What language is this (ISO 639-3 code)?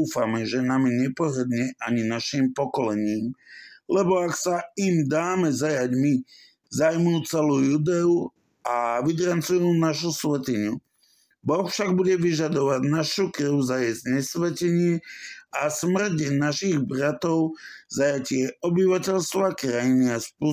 slk